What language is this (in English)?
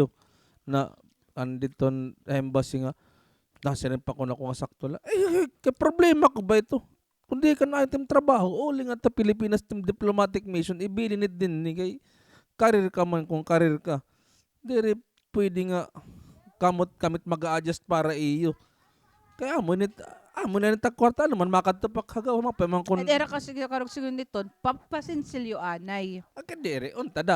Waray